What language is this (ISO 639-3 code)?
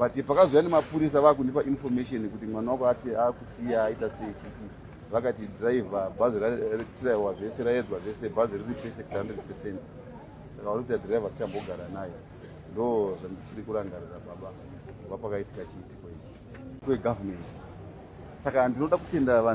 sna